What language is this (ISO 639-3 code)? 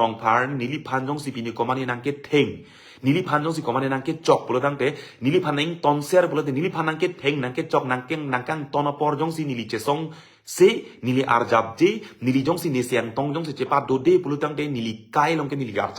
mjw